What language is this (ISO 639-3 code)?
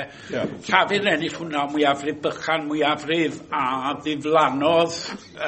cym